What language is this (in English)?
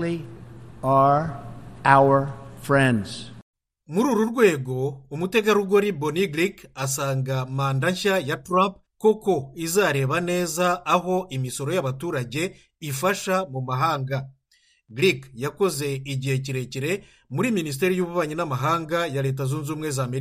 Kinyarwanda